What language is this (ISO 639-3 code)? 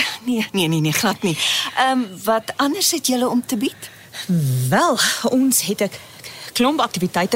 afr